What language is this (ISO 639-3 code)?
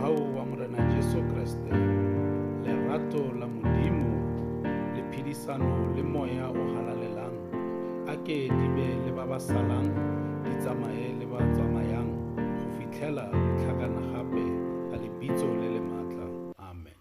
sot